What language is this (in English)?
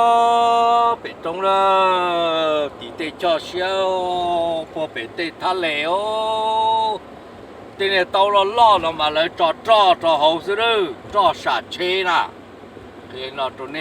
Hmong